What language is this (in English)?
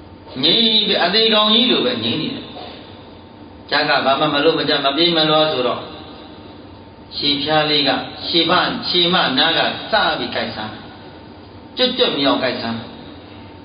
Burmese